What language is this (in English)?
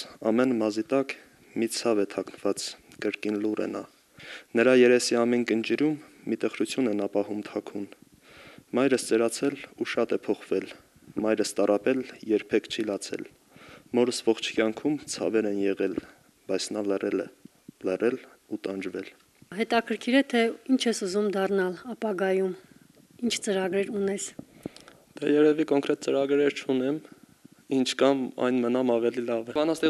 Armenian